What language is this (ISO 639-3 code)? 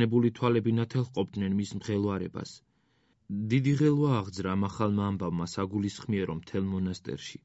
kat